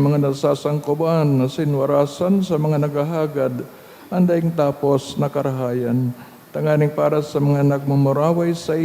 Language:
Bikol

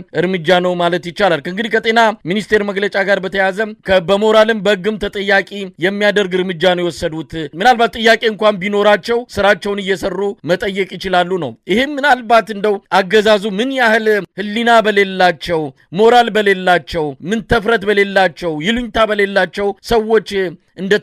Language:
Amharic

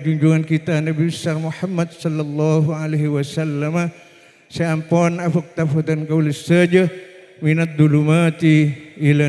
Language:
Madurese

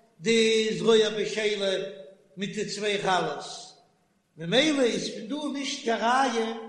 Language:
Yiddish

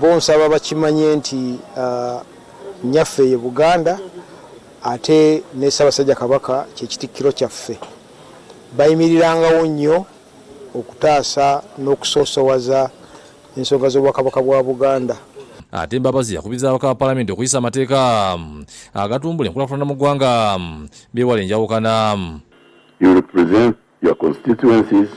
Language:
Ganda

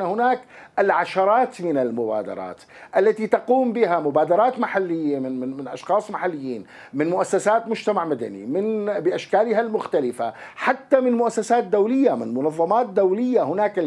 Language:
Arabic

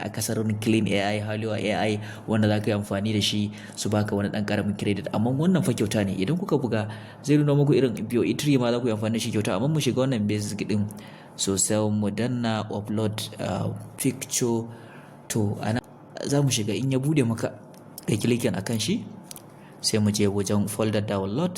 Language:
Hausa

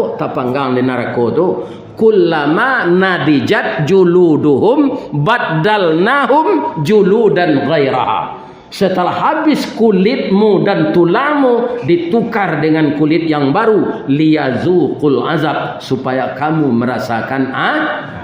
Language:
Minangkabau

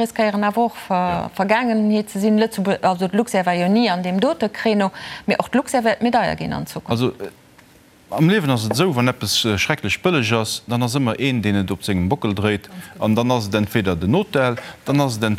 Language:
Luxembourgish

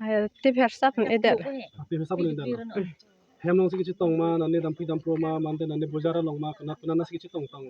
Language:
Karbi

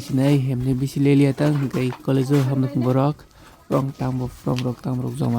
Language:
Kok Borok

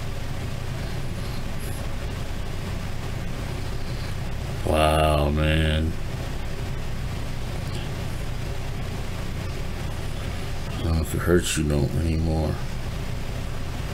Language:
English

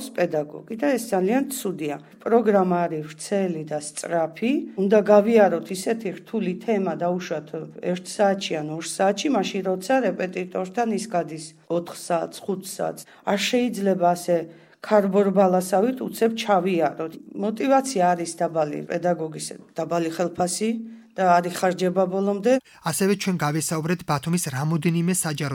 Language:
Georgian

